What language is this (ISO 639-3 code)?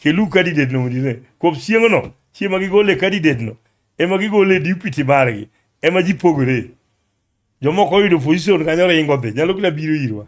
luo